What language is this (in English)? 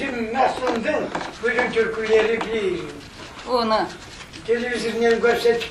Crimean Tatar